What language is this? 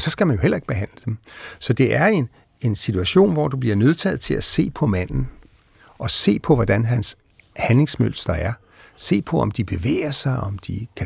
Danish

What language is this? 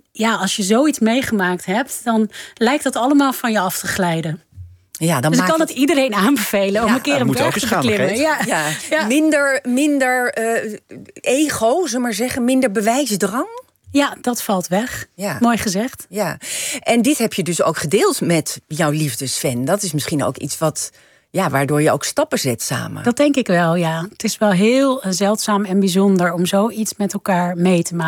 Dutch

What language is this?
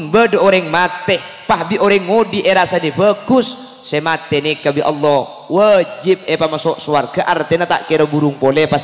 Madurese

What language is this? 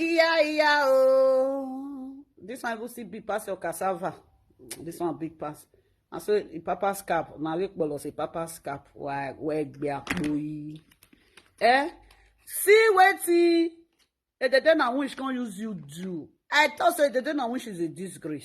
Nigerian Pidgin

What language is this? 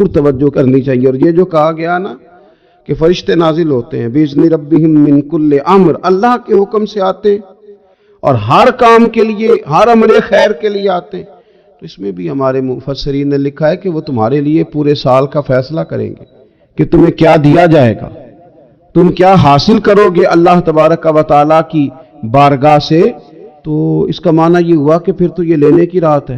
Urdu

